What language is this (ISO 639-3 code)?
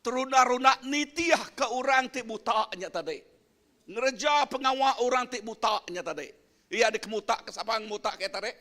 iba